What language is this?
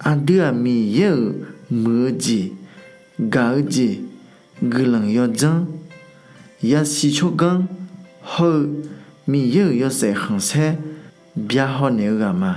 Akha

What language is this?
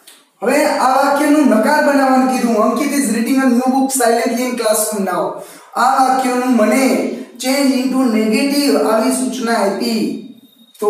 Gujarati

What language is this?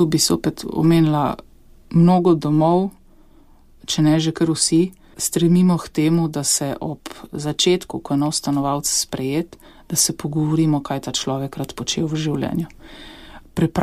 Slovenian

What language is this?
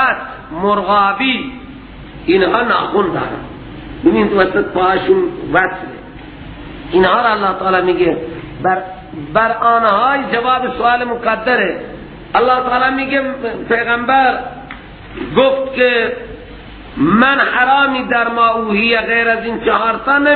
Persian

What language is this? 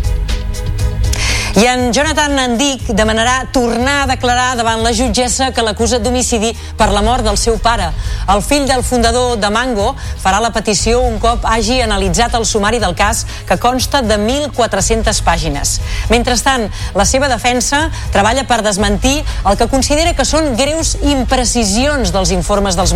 Catalan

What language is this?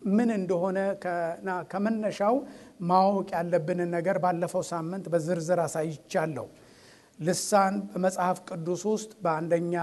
Amharic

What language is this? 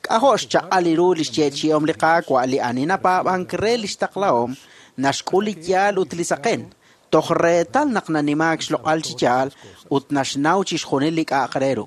Kekchí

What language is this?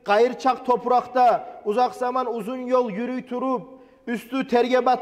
Kumyk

